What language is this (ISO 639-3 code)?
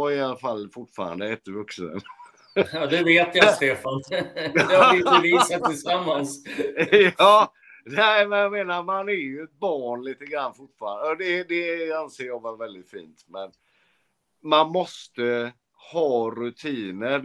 swe